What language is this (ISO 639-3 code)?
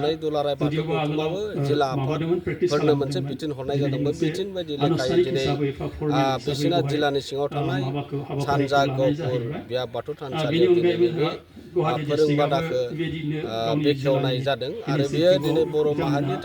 brx